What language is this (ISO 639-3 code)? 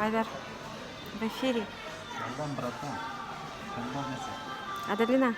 bak